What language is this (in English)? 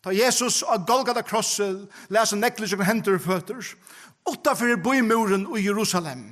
Faroese